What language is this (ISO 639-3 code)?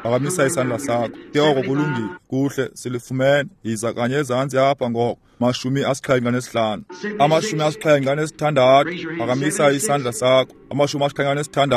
xho